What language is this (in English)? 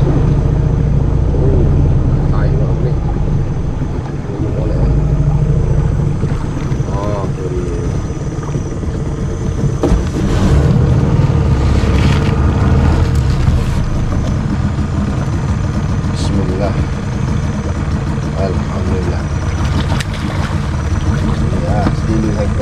Malay